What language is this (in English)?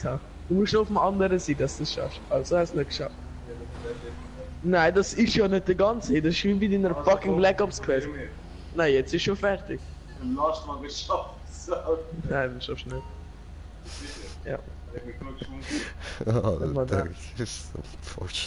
Swiss German